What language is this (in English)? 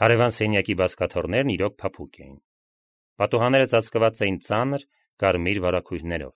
Armenian